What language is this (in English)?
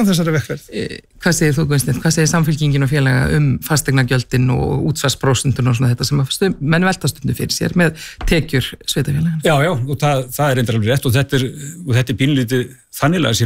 Icelandic